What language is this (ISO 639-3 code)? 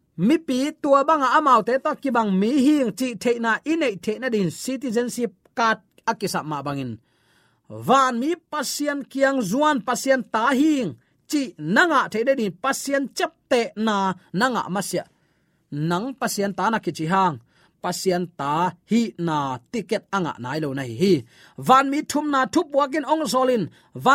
ctd